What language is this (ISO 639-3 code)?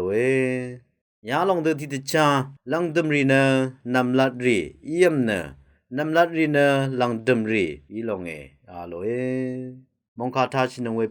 raw